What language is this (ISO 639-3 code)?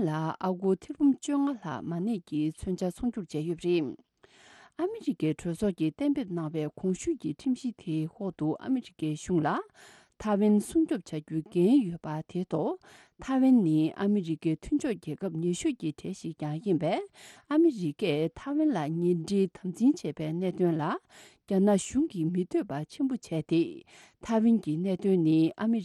bod